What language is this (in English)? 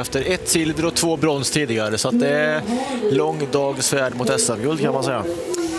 Swedish